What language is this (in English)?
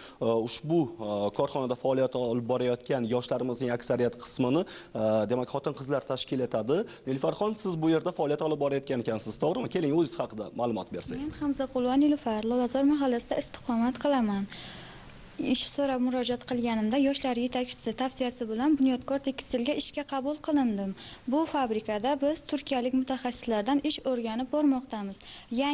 Uzbek